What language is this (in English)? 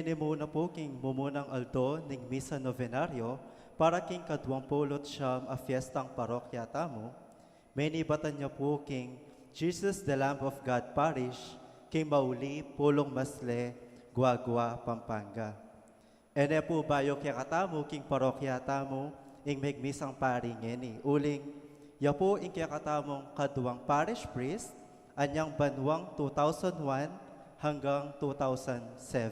Pampanga